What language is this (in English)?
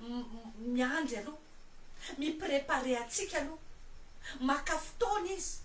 Malagasy